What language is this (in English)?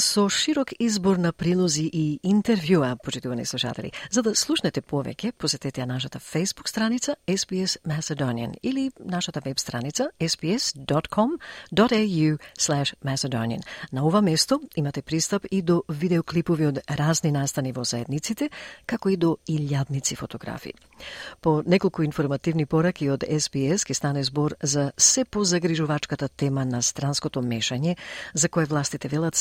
Macedonian